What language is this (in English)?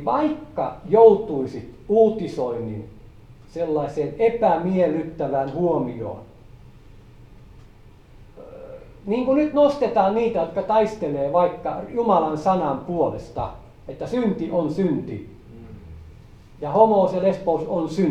Finnish